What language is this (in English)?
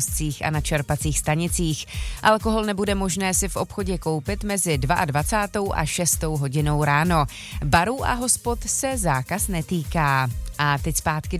Czech